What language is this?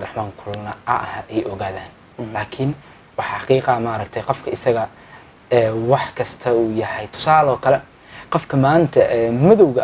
Somali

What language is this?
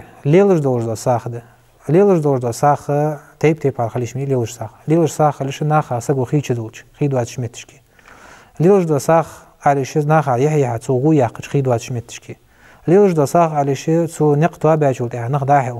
Ingush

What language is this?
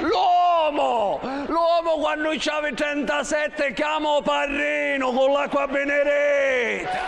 Sicilian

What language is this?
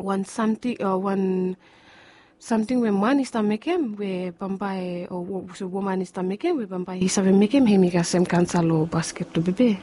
Bislama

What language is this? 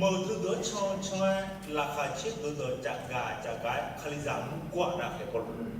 Akha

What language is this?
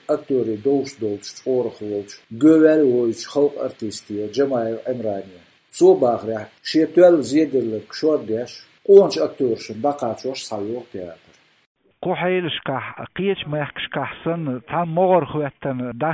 Chechen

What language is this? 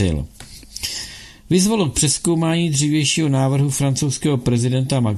Czech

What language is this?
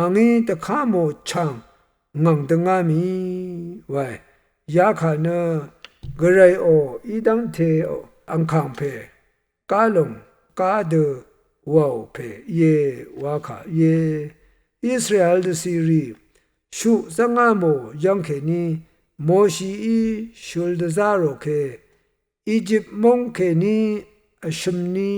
Rawang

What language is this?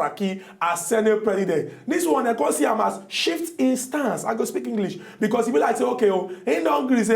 Nigerian Pidgin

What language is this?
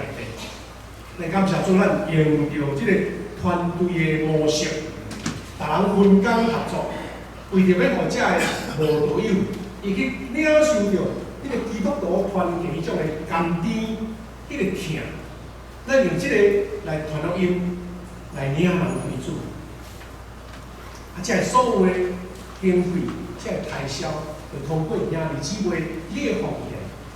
Min Nan Chinese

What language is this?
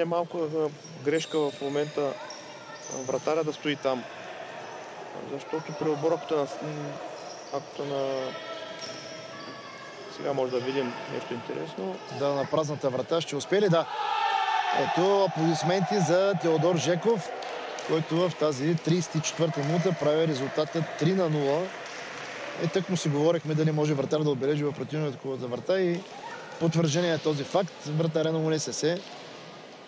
Bulgarian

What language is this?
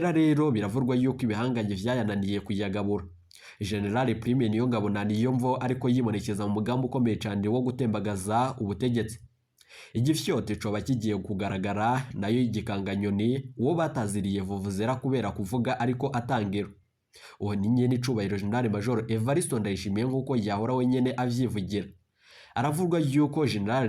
Rundi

